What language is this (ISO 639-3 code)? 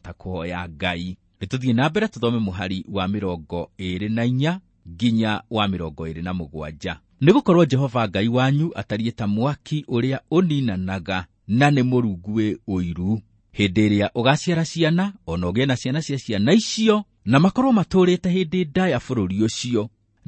kik